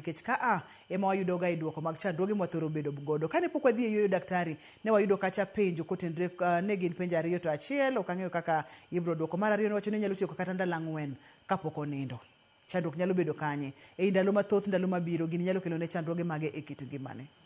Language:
Luo (Kenya and Tanzania)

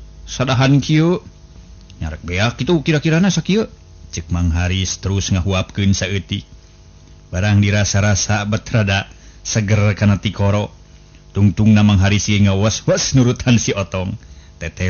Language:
Sundanese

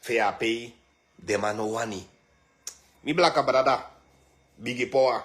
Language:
Sranan Tongo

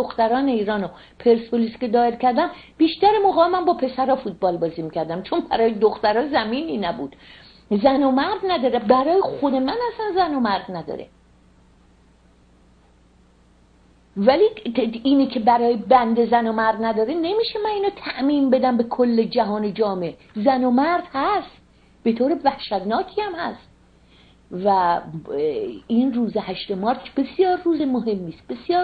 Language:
Persian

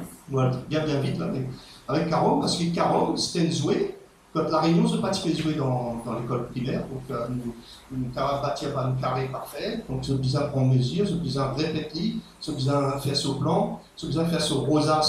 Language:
Morisyen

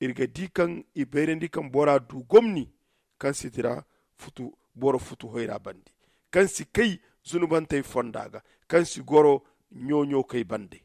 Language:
Zarma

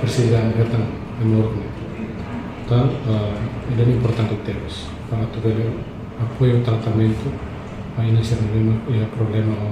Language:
Tetum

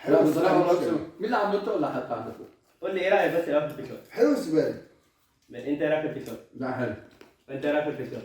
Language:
Egyptian Arabic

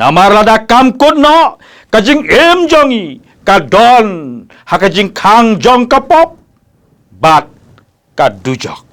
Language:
Khasi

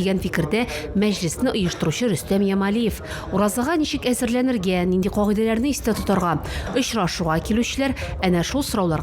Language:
Tatar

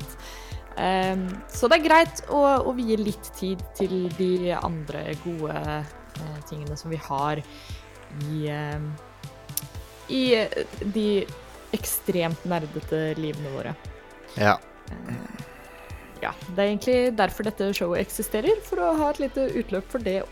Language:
Norwegian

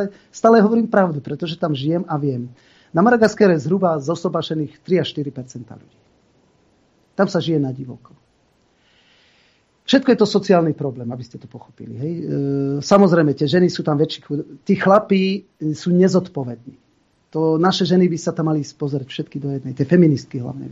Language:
Slovak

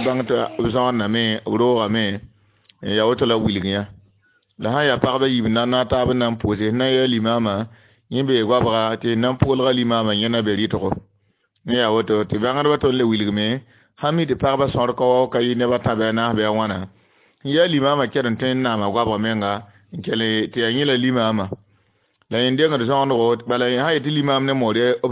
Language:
Mossi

